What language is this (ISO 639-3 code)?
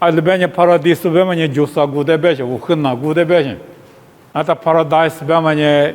lis